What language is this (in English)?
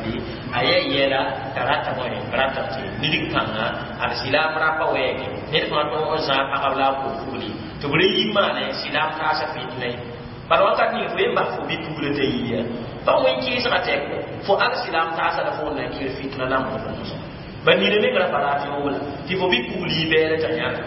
Mossi